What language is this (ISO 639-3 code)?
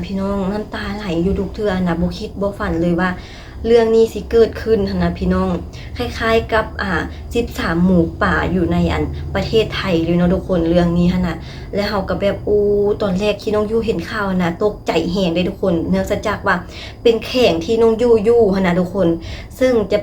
lao